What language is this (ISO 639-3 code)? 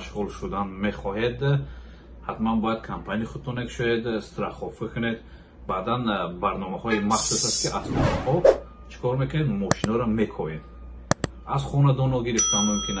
tgk